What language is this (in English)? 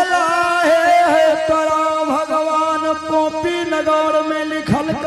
Angika